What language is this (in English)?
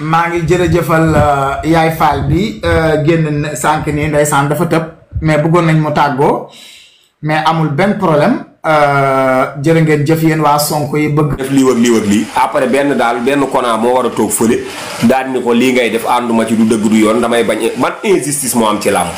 Wolof